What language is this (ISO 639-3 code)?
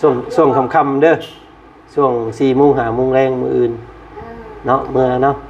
lao